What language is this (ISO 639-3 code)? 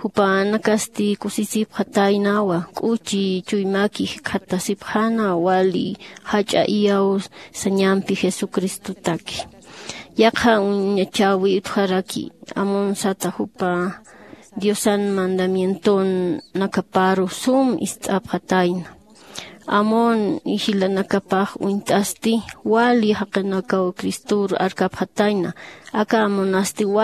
aym